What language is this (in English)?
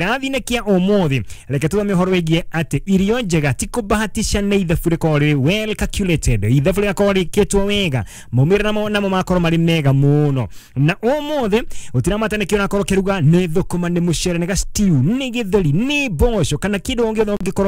Kikuyu